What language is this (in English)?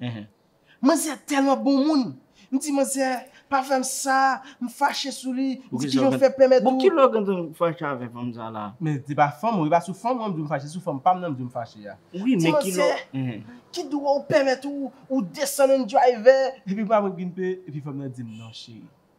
Haitian Creole